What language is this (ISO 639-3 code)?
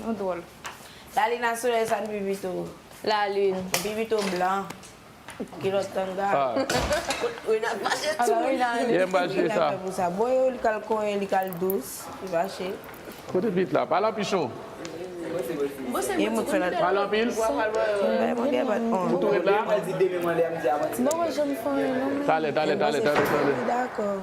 hat